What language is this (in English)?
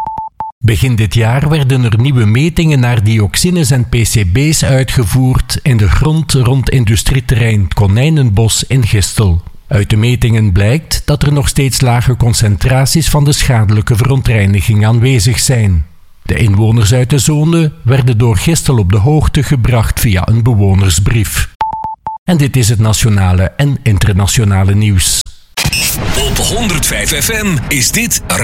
Dutch